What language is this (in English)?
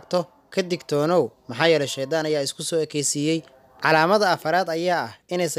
Somali